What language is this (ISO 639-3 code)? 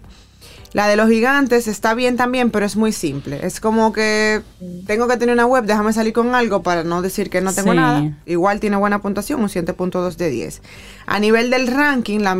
spa